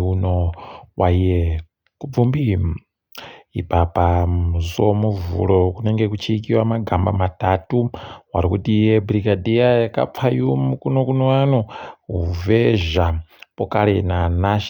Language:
Ndau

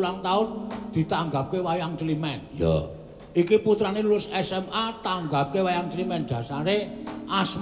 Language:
Javanese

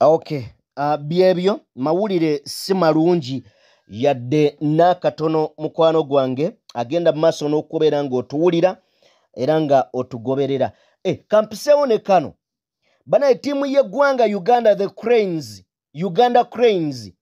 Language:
Ganda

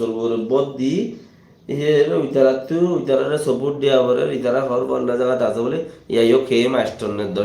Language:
Rohingya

